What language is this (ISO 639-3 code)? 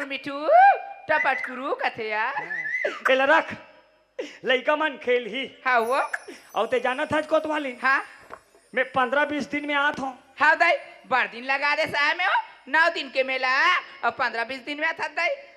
hne